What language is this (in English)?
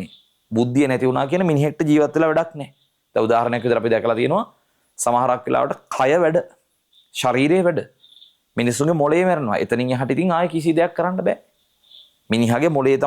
Sinhala